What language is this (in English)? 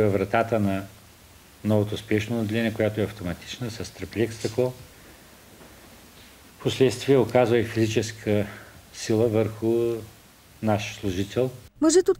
Bulgarian